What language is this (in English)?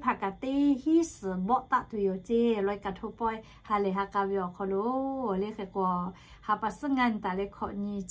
Lahu